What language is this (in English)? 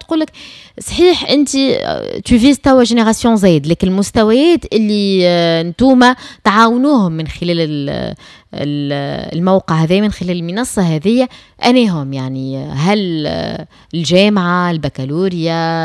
Tunisian Arabic